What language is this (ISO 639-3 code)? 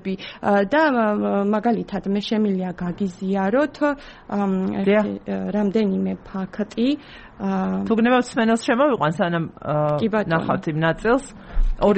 kat